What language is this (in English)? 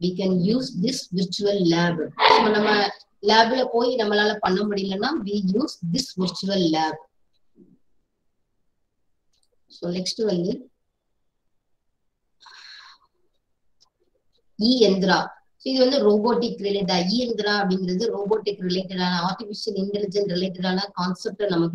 Tamil